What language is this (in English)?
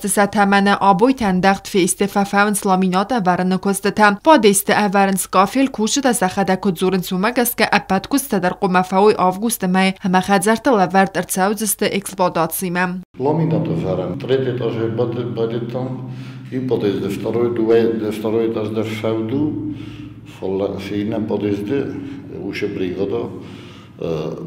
Ossetic